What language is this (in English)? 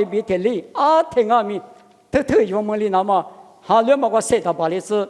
Lisu